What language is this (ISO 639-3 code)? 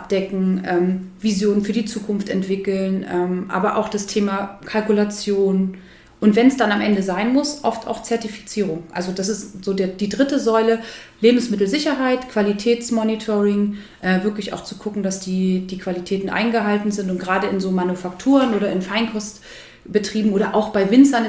deu